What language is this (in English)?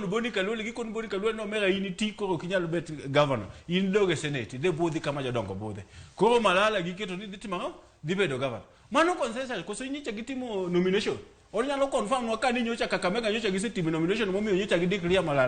Luo (Kenya and Tanzania)